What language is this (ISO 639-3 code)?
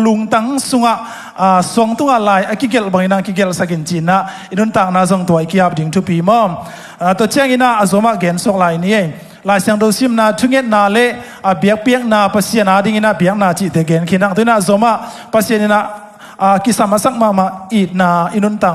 ctd